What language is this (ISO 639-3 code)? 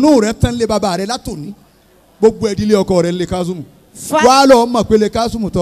yor